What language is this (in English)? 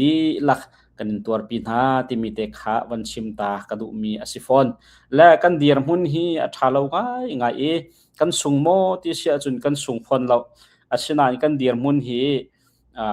Hakha Chin